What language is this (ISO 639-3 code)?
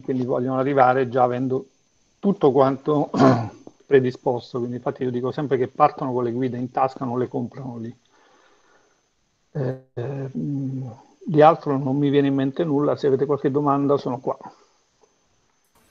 ita